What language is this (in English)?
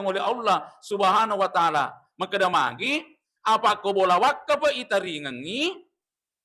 Buginese